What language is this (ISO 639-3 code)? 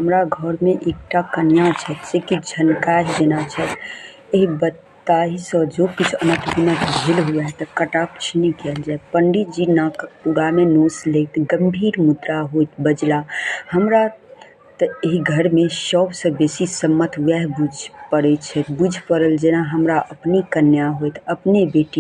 mai